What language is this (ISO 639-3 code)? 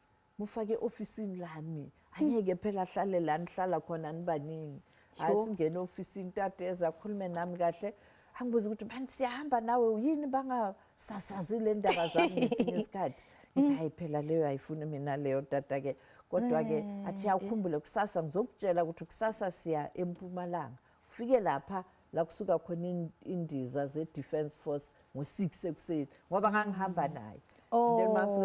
zul